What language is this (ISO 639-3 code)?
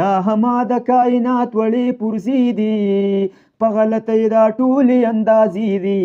pus